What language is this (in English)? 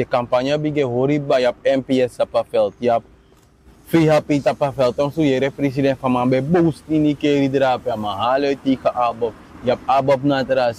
Sranan Tongo